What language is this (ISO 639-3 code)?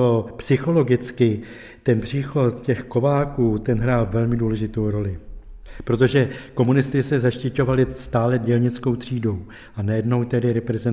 ces